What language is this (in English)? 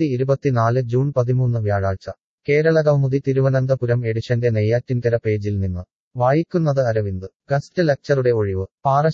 Malayalam